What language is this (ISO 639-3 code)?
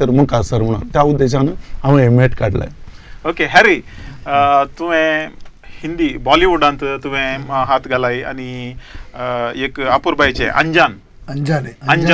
kok